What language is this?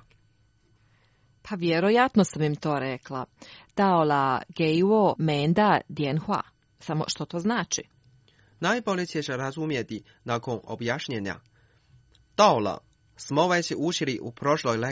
Croatian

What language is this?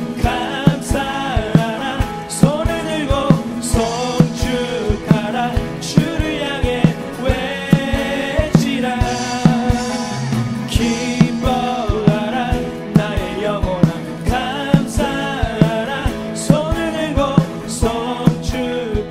Korean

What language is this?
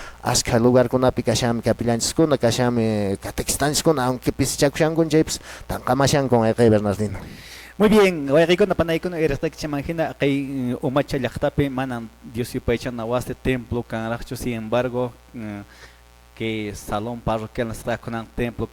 Quechua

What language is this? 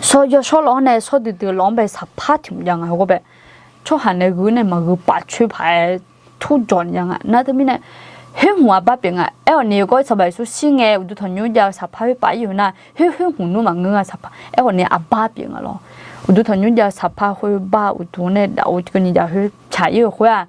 Akha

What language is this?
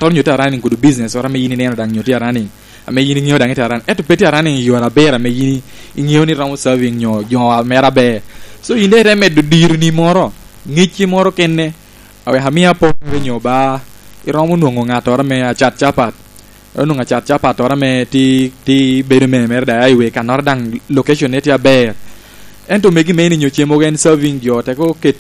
Lango (Uganda)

